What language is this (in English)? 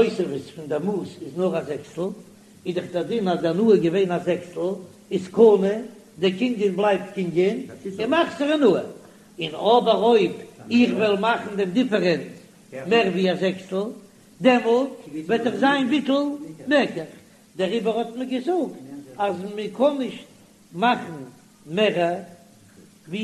Yiddish